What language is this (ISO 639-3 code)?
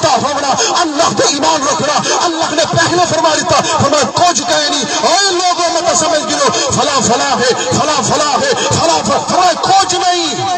skr